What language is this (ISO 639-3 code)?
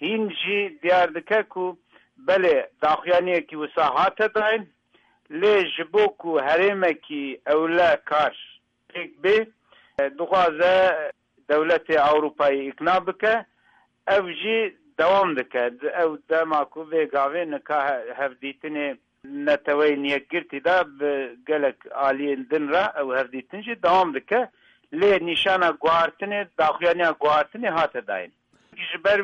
kur